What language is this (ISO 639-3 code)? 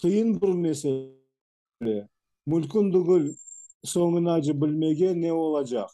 crh